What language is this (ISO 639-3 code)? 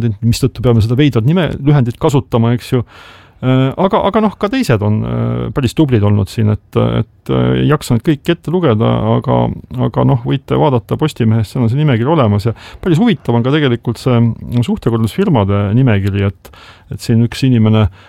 est